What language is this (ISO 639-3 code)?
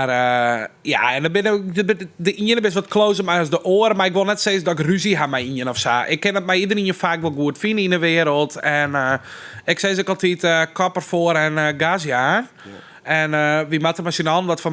fry